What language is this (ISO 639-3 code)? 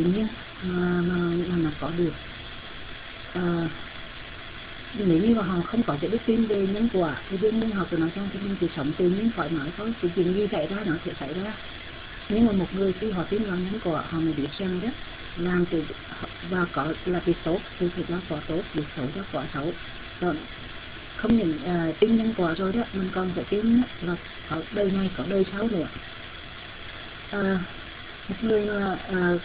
vie